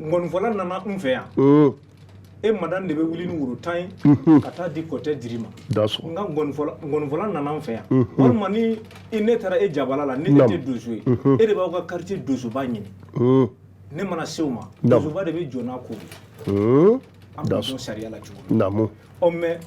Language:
Bambara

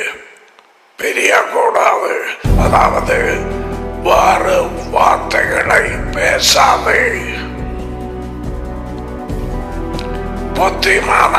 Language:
Tamil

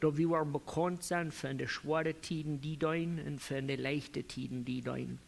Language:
Plautdietsch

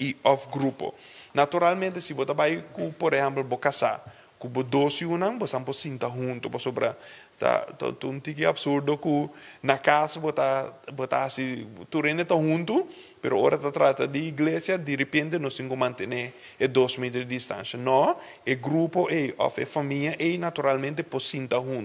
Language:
Papiamento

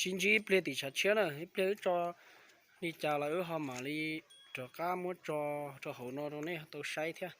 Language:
Hmong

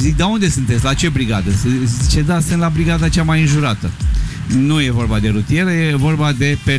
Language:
Romanian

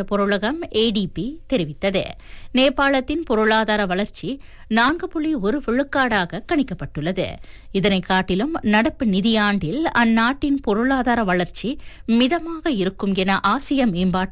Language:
Tamil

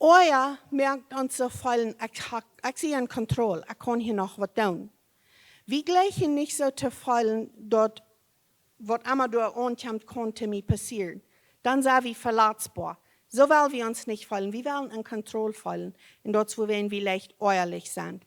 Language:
Plautdietsch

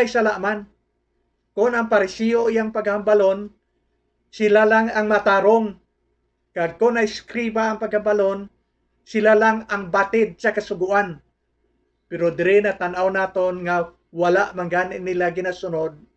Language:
Hiligaynon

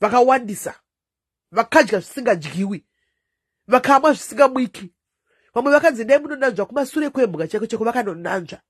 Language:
Shona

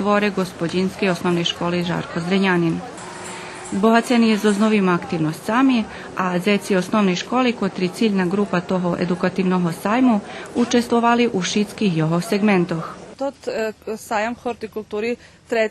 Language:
Rusyn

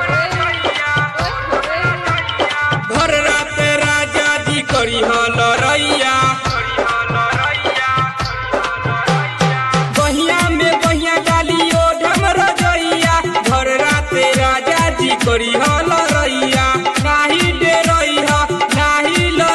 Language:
Bhojpuri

